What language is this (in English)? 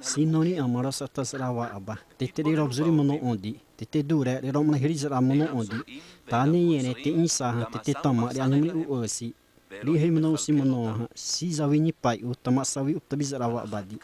Xavánte